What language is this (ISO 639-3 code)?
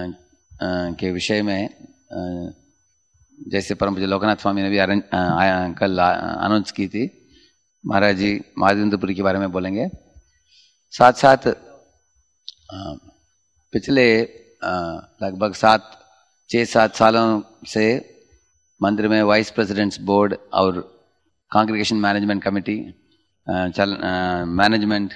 hin